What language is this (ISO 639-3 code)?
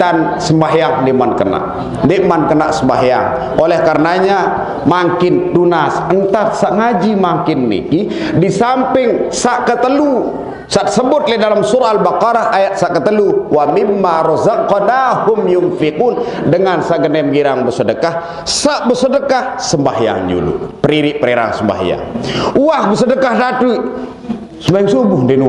sas